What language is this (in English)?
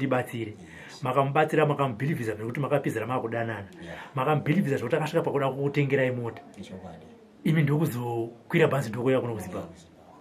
Shona